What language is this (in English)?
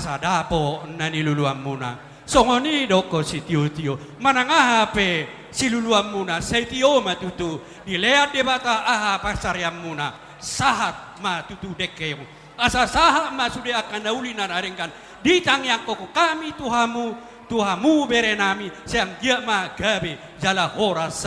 Batak Toba